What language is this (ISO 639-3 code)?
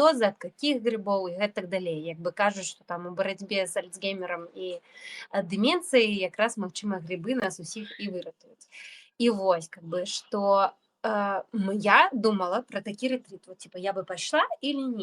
bel